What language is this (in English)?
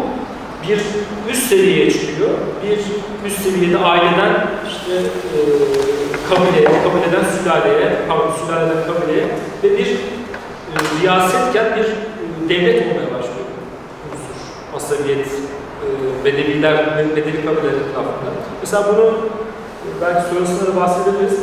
Turkish